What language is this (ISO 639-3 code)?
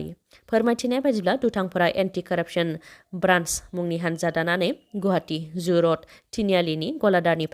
brx